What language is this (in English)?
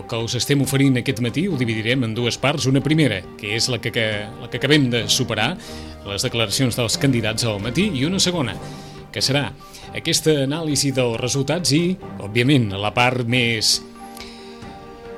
Catalan